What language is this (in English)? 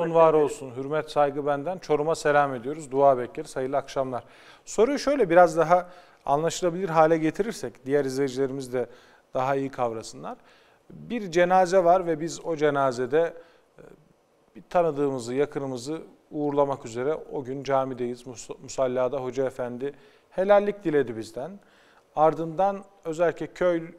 Turkish